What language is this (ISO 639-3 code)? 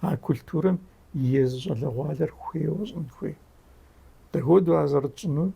kbd